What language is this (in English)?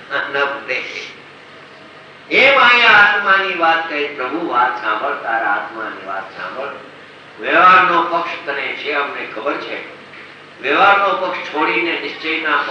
Gujarati